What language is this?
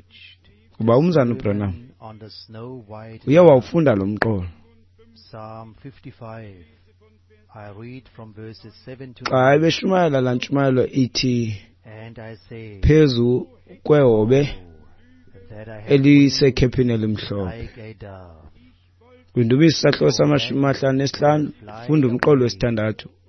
Xhosa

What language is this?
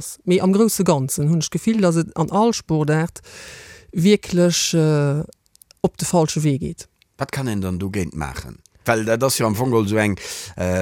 Luxembourgish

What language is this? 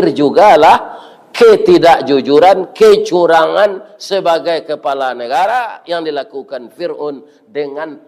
Minangkabau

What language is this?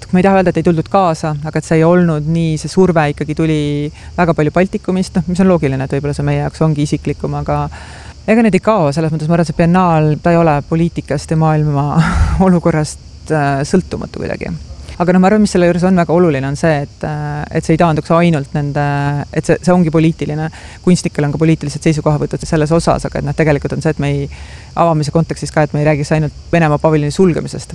Estonian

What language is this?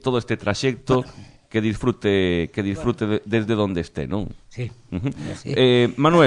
Galician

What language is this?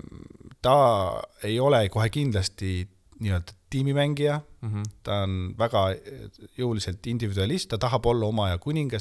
Estonian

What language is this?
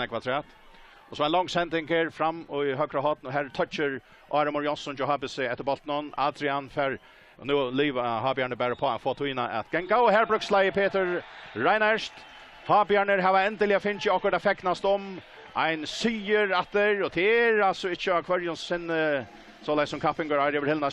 Faroese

